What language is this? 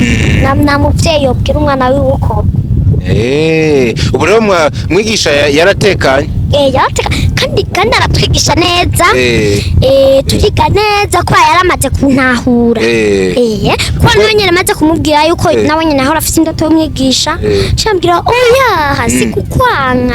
Rundi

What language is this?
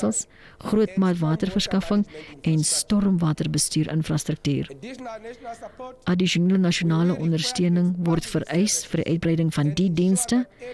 Afrikaans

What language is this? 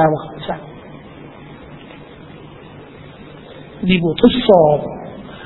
Thai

